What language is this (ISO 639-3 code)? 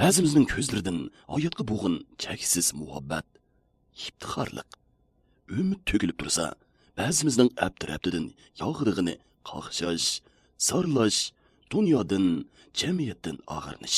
uig